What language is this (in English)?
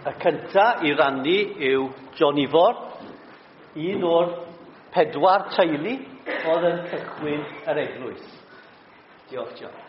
Welsh